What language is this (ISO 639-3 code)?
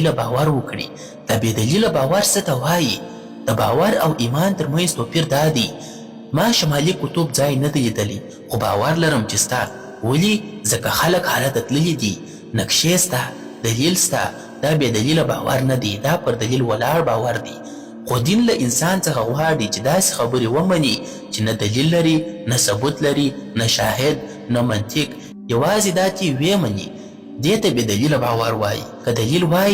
pus